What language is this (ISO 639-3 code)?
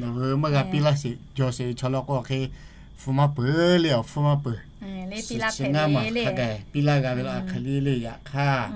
lhu